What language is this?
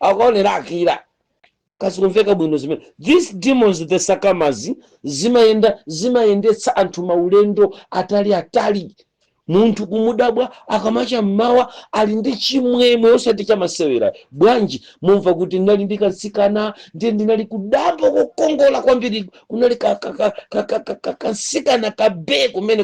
Nyanja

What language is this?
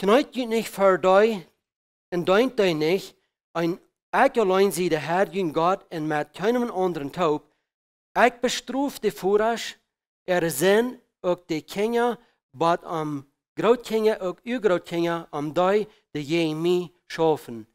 Plautdietsch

